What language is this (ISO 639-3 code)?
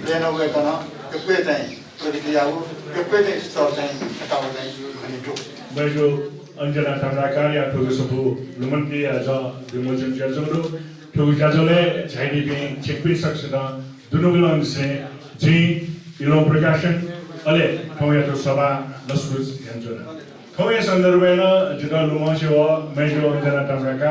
new